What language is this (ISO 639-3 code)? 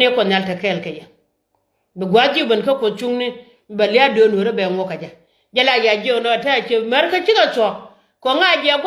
nus